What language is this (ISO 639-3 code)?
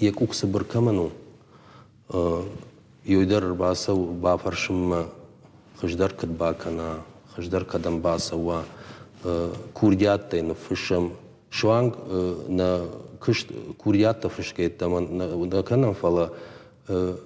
oss